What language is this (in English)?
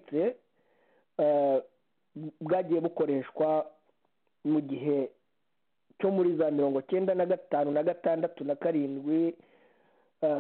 Kinyarwanda